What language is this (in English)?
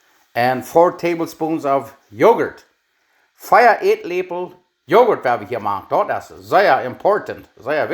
Plautdietsch